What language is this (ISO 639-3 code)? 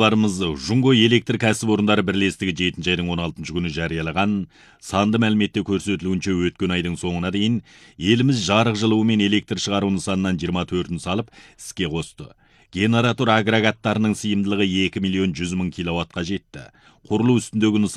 kaz